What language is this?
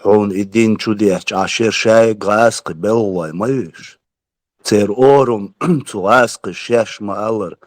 Chechen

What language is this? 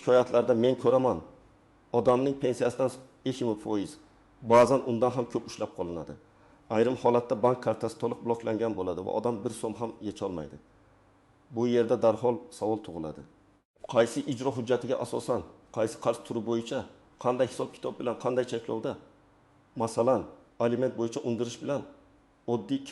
Uzbek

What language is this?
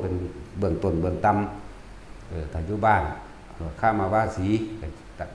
Northeastern Thai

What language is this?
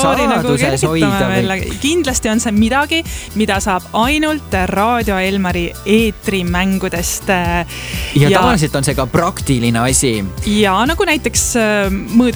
Estonian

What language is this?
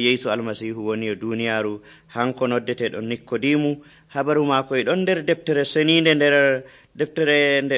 Nigerian Fulfulde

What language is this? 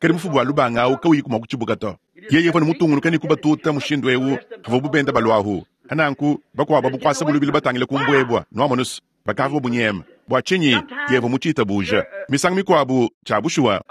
Luba-Lulua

